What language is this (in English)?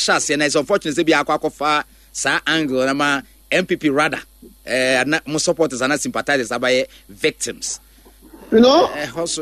Akan